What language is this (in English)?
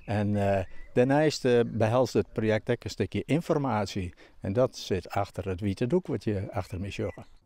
Western Frisian